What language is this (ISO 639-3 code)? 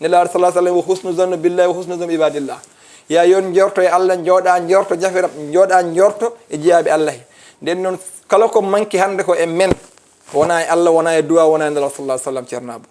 ful